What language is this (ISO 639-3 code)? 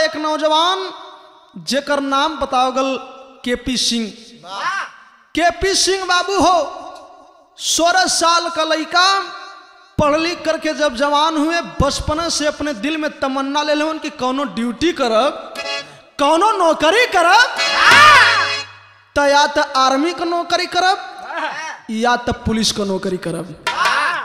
bho